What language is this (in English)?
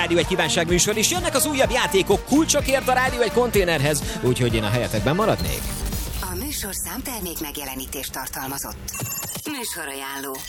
Hungarian